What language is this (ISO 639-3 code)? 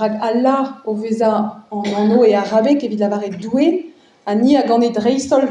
bre